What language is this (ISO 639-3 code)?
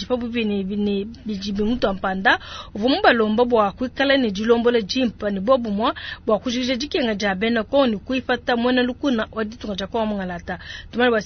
lua